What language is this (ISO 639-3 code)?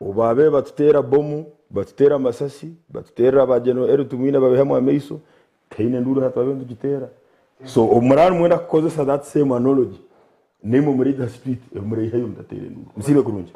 nyn